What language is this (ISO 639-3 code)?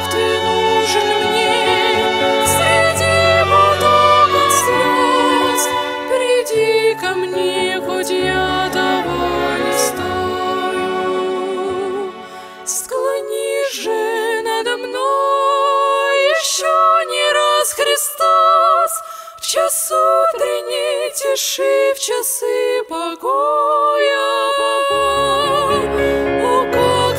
rus